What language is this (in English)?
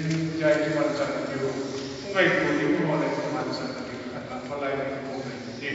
Kok Borok